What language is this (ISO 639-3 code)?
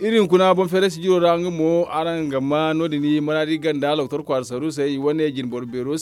dje